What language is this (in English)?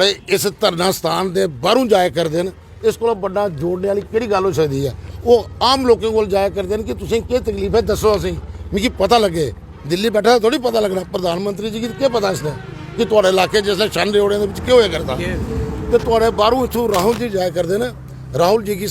Dogri